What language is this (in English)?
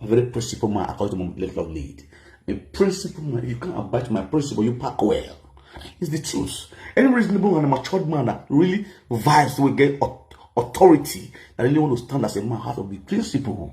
Nigerian Pidgin